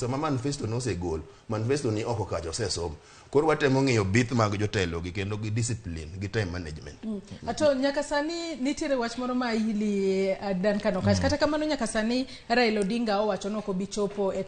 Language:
Luo (Kenya and Tanzania)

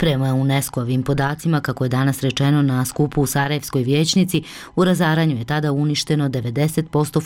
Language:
Bosnian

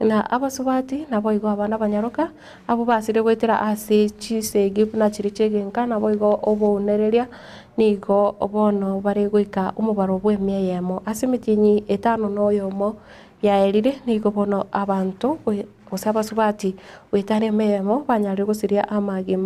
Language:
Gusii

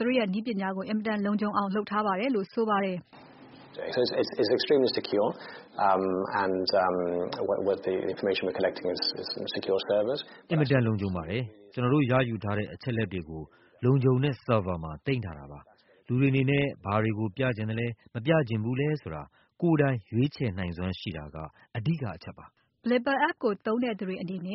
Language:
Burmese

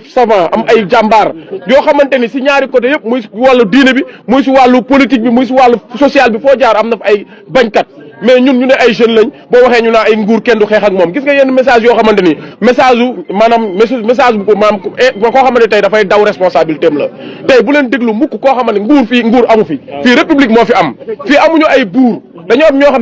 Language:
Wolof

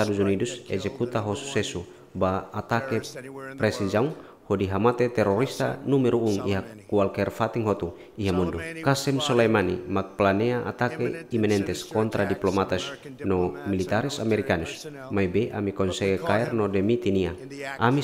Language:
Tetum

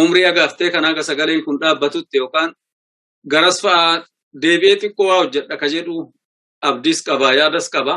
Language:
Oromo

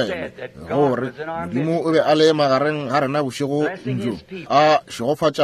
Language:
Northern Sotho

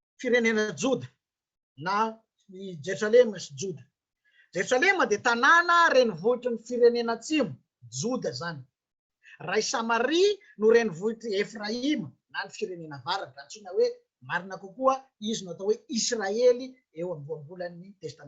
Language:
Malagasy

